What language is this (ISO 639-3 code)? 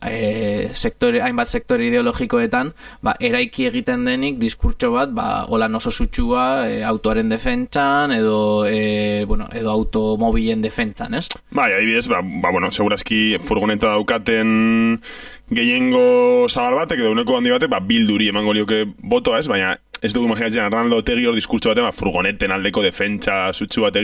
eus